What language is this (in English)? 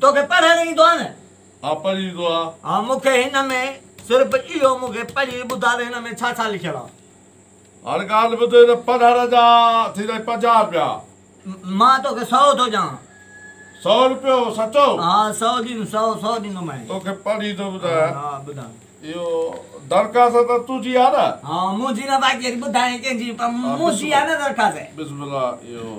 Sindhi